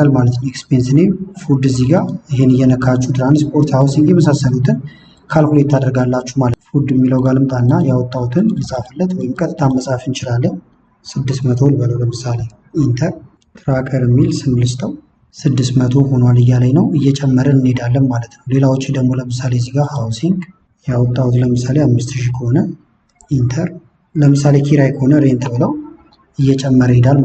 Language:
Amharic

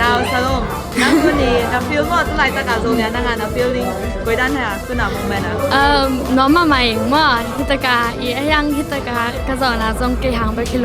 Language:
Tedim Chin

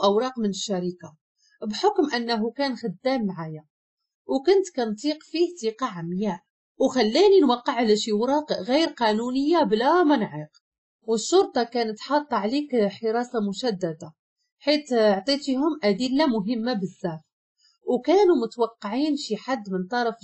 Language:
Moroccan Arabic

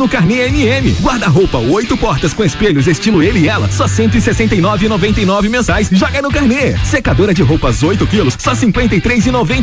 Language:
Portuguese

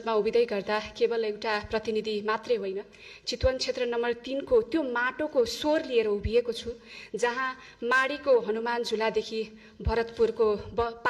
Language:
Nepali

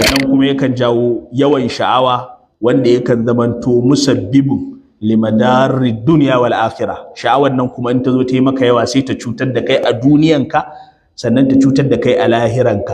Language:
Hausa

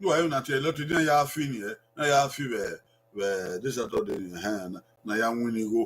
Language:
Bini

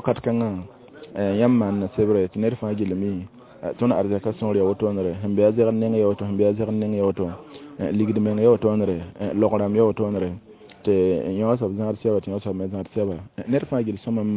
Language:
Mossi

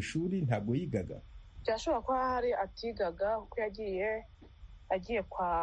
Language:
Kinyarwanda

